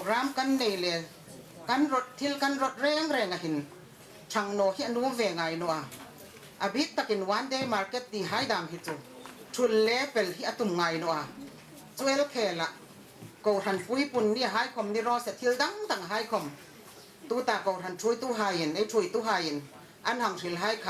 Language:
Hmar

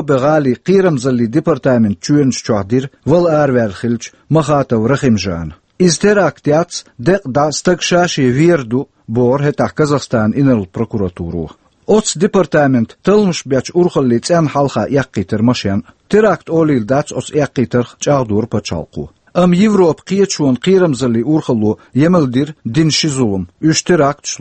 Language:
Chechen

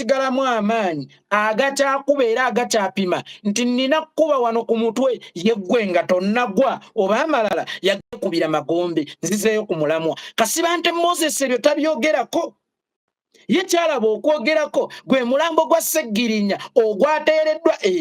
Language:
Ganda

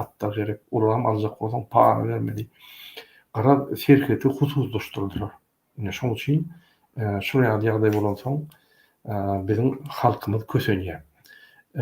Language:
Turkmen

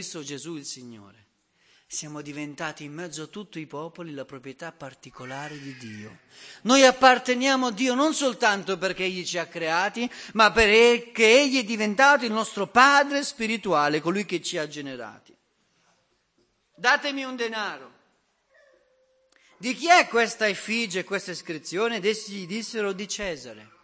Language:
Italian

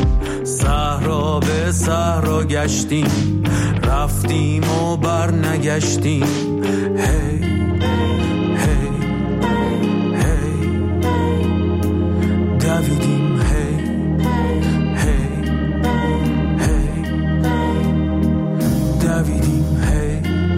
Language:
Persian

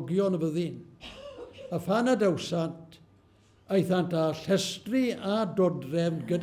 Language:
Welsh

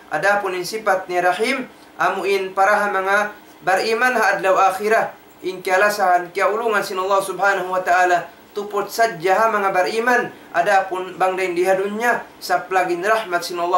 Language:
Tausug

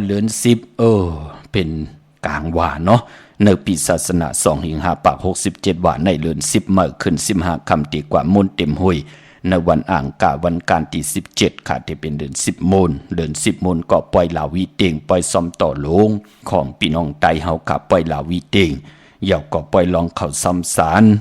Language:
Shan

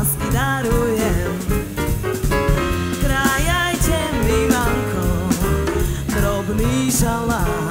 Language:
Slovak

